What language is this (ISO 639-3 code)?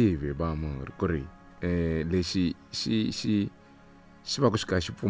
tso